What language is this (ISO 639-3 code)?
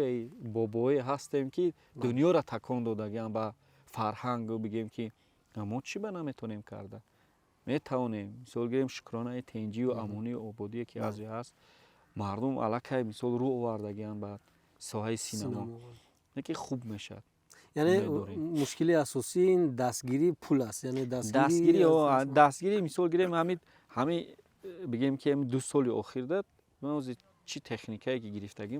tgk